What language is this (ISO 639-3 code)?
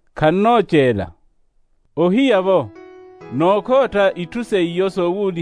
vmw